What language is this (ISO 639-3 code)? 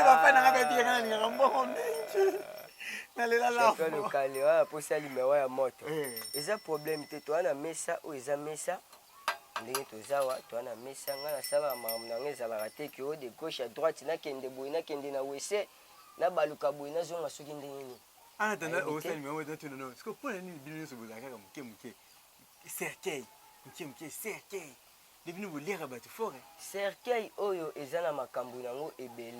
lin